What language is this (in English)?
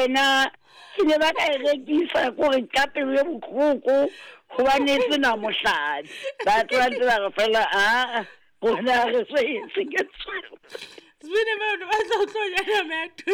Southern Sotho